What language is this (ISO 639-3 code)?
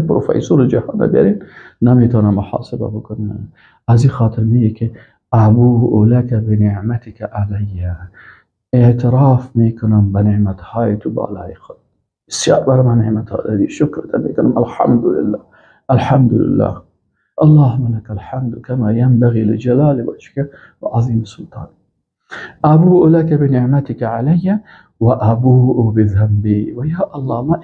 fas